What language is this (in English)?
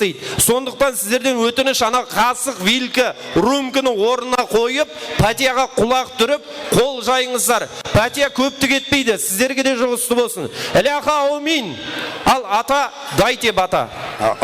Kara-Kalpak